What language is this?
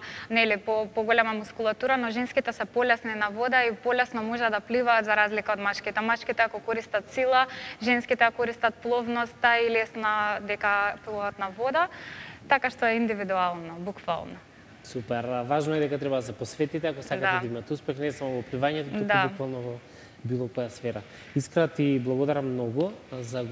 Macedonian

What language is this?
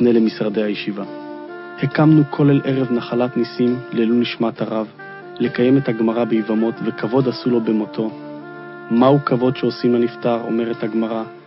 Hebrew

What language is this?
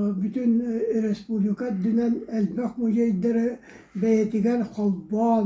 Yakut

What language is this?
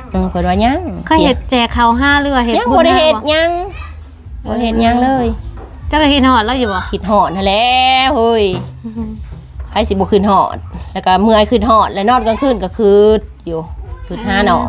Lao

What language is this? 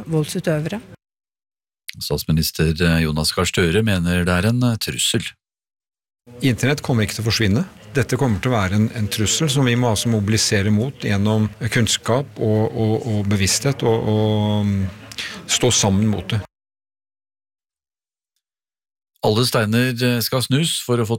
Norwegian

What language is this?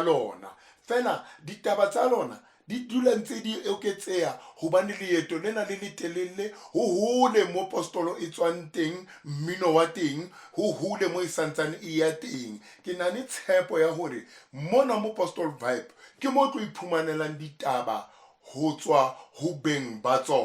Southern Sotho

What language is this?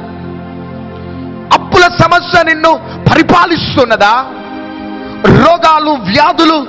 Telugu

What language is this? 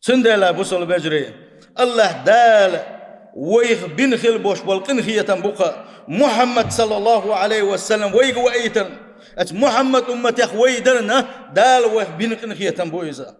Chechen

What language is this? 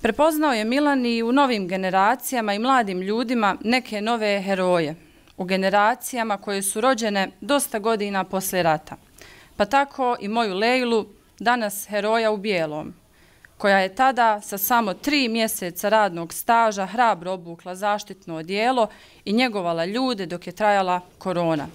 Bosnian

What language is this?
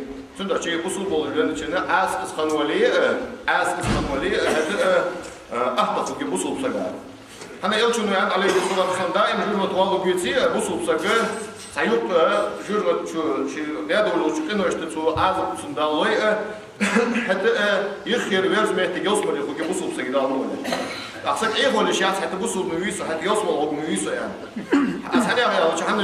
Ingush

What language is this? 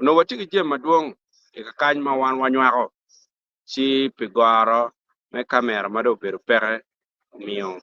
Acoli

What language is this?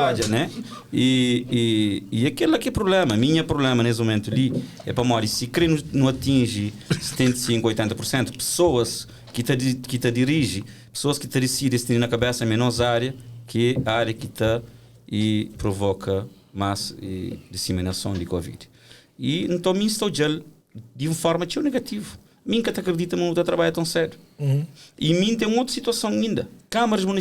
Kabuverdianu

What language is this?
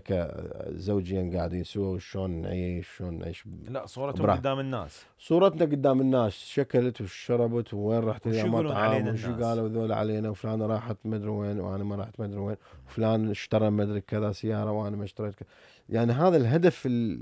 Mesopotamian Arabic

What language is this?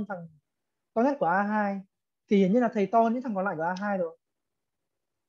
Vietnamese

